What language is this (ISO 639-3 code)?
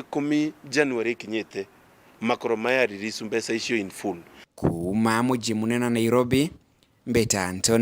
mer